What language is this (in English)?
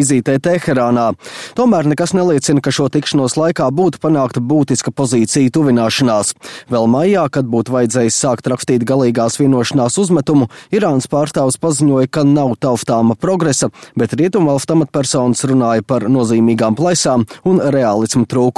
Latvian